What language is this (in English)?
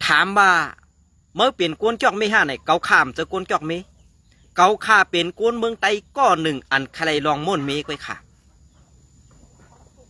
Shan